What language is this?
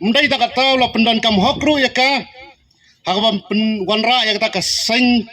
Khasi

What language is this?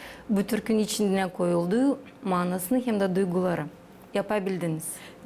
Gagauz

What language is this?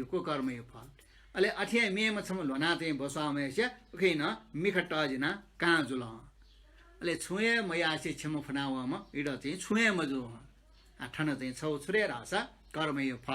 Newari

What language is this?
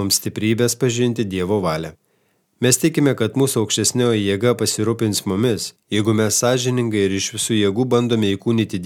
Lithuanian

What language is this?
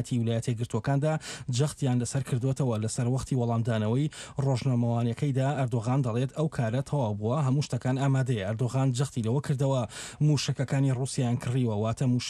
Central Kurdish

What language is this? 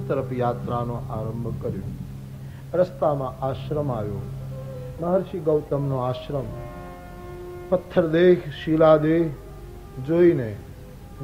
Gujarati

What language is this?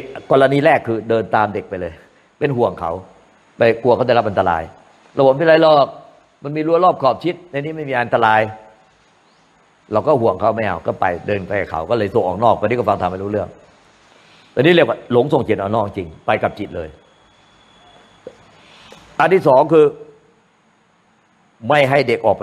Thai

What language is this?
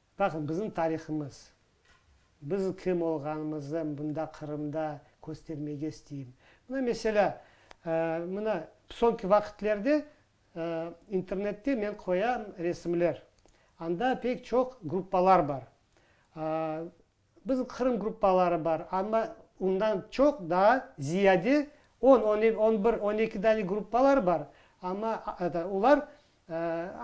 Crimean Tatar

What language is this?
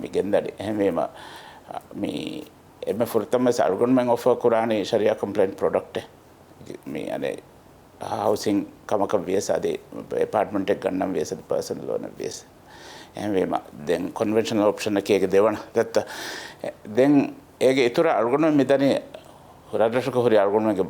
Divehi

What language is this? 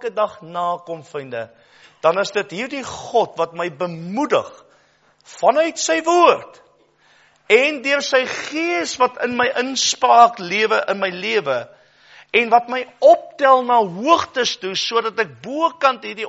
Afrikaans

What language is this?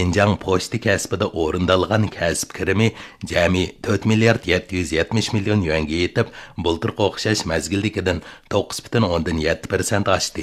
Uyghur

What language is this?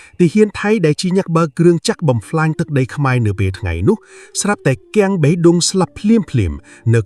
Khmer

